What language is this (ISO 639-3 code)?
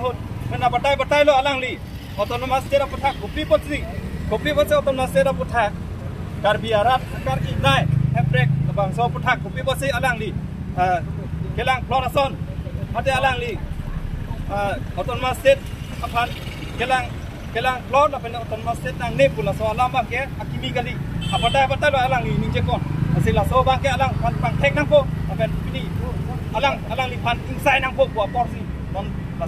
mjw